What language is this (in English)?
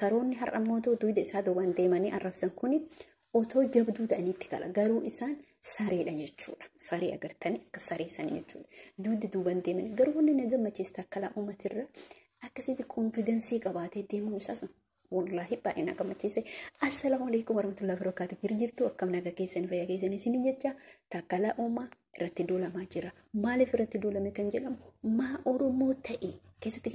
Oromo